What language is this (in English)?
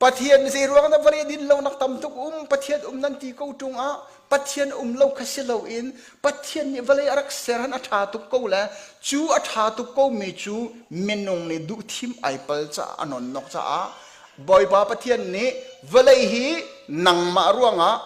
Hakha Chin